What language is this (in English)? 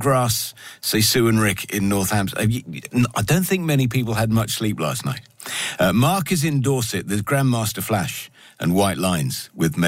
English